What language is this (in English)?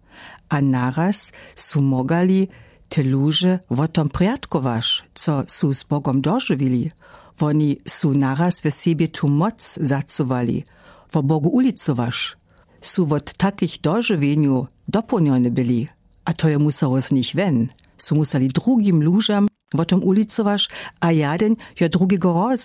Lower Sorbian